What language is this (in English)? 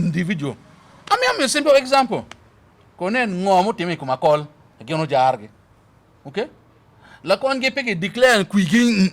Acoli